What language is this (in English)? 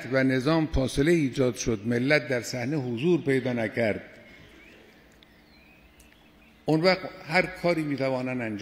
Persian